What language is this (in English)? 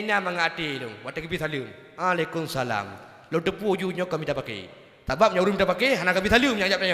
Achinese